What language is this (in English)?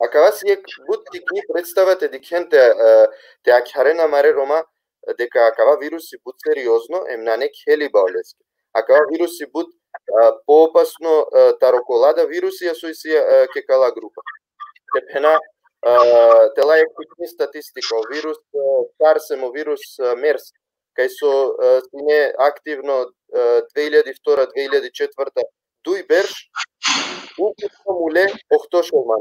Balkan Romani